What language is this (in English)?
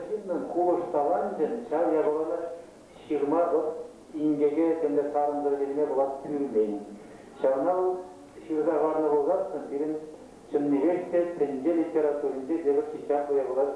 Chuvash